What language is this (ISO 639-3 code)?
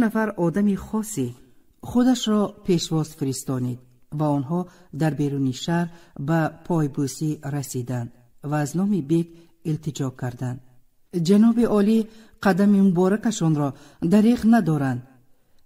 tgk